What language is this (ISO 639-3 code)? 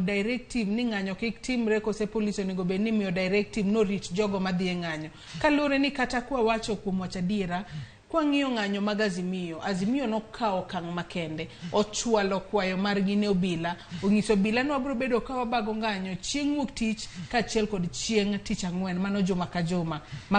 luo